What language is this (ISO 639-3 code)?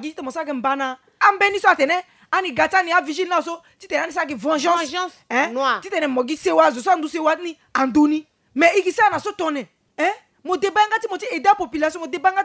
sag